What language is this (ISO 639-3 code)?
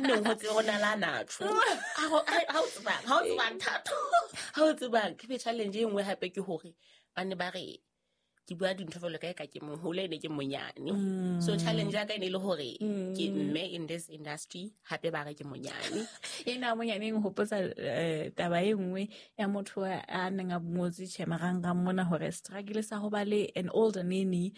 sot